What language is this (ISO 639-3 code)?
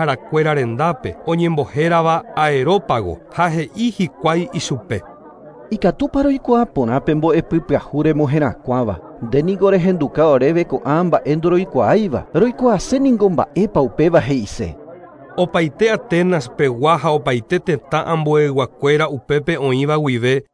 grn